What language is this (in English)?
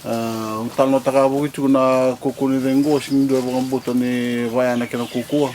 Fijian